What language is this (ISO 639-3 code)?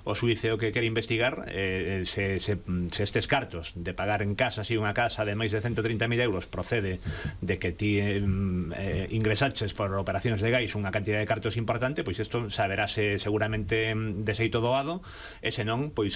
glg